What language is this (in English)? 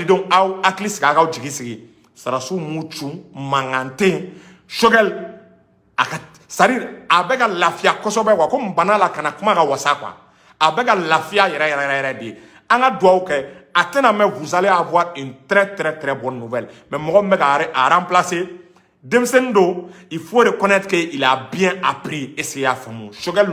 Bambara